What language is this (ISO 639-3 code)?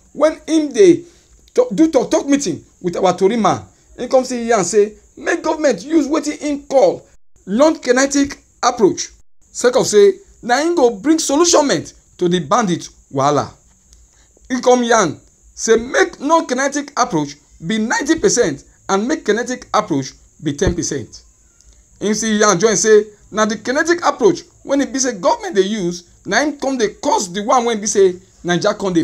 pcm